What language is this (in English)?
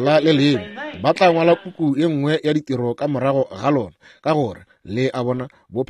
Northern Sotho